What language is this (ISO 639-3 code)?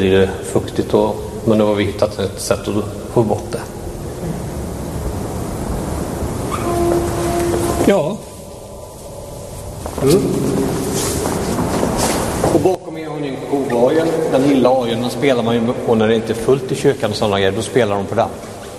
swe